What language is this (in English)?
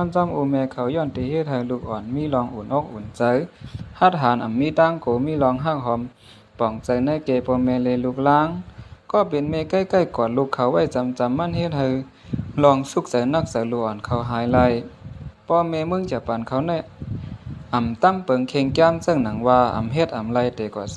Shan